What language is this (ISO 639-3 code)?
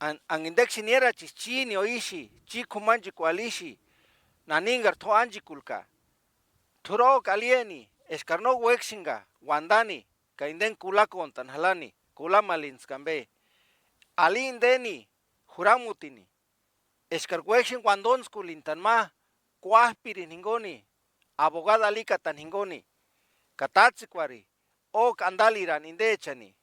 tsz